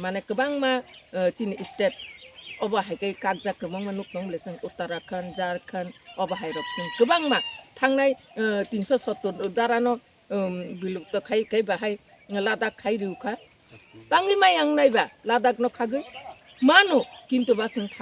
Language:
Kok Borok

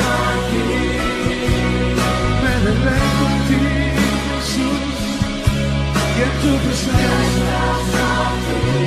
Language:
Spanish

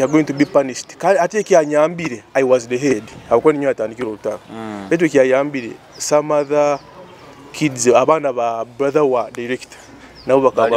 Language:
Nyoro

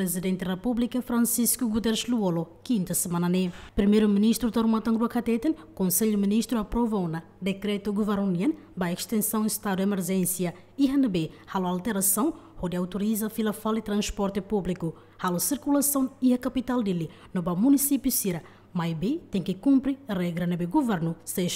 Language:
Tetum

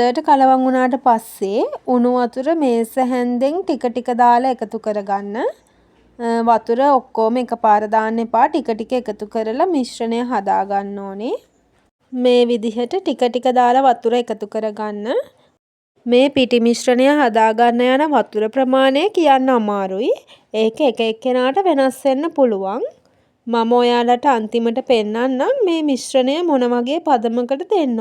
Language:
Sinhala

